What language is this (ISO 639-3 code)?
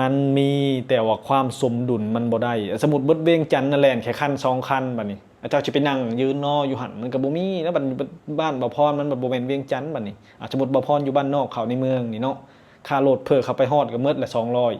lao